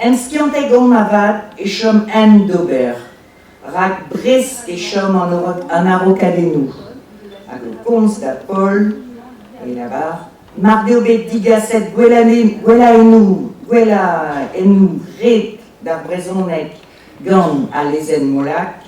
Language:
Breton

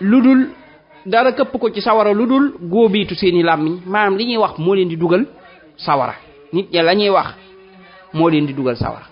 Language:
Wolof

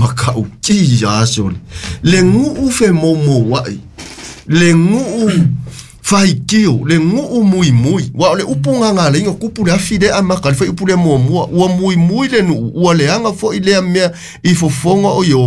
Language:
Samoan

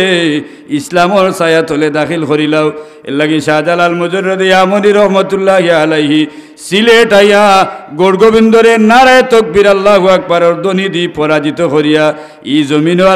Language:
Sylheti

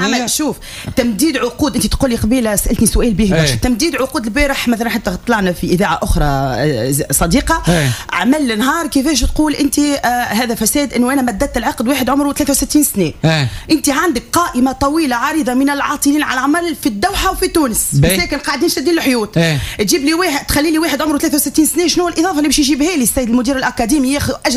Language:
Tunisian Arabic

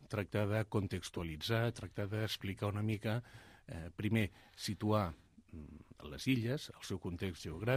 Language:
Catalan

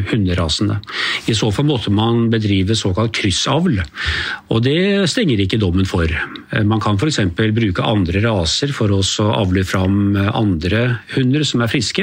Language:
Norwegian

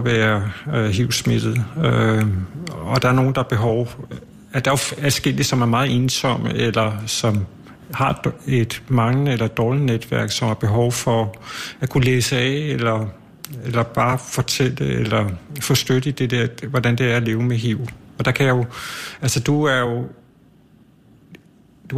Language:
Danish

